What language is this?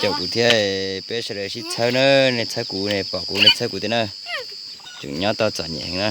Hmong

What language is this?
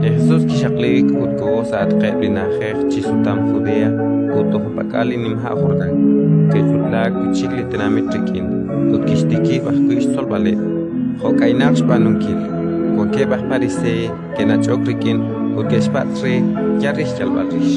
Kekchí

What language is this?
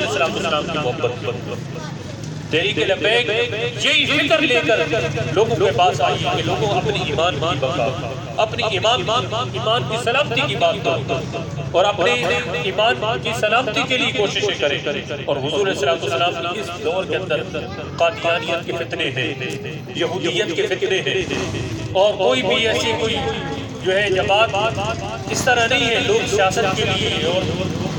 Urdu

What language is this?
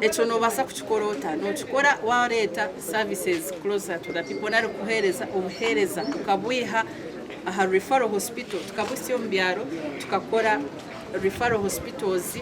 Nyankole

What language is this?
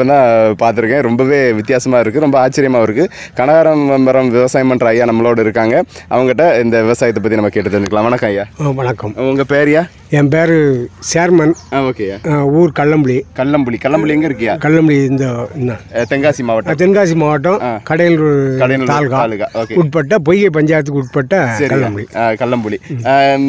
Tamil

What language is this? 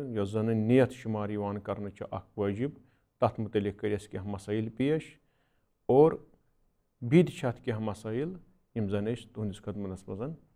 Kashmiri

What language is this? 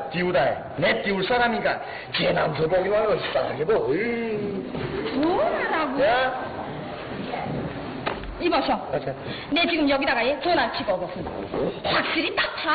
Korean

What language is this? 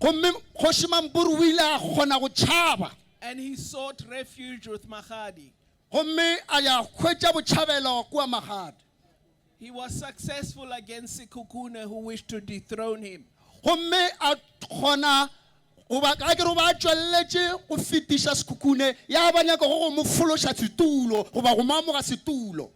Northern Sotho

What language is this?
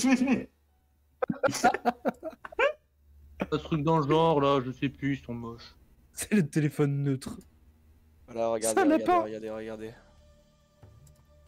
French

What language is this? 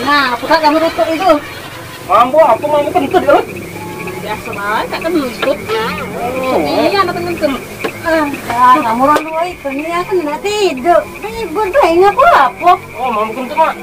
Musi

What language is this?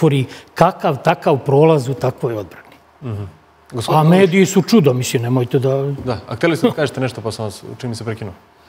Serbian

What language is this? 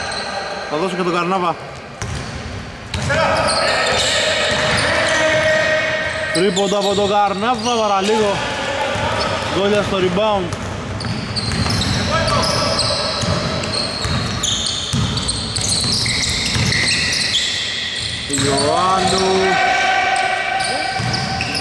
Greek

